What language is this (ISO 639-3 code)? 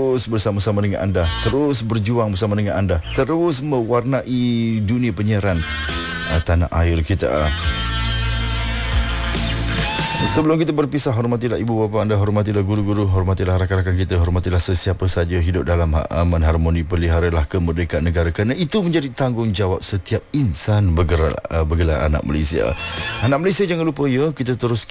msa